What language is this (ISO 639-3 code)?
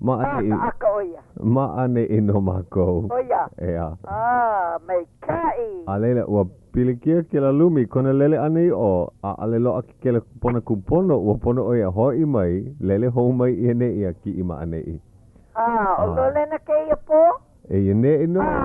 haw